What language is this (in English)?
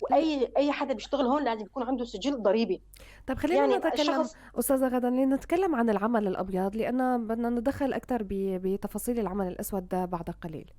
North Levantine Arabic